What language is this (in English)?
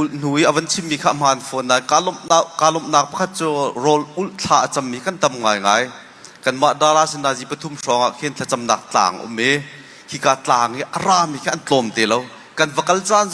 Hakha Chin